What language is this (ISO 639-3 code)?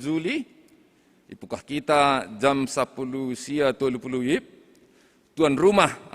bts